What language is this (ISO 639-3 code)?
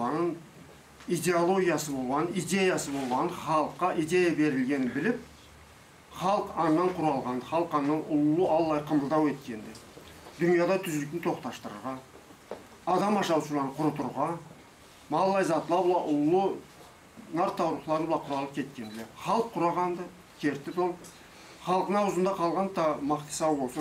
krc